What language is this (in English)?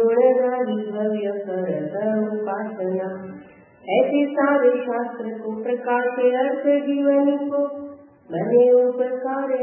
Gujarati